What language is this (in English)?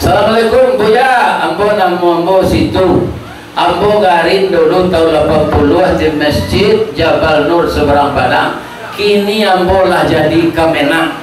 Minangkabau